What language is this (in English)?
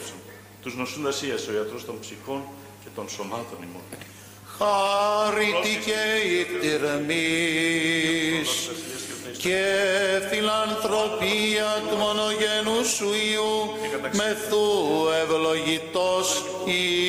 Greek